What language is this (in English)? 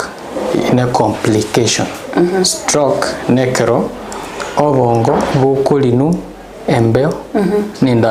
Gusii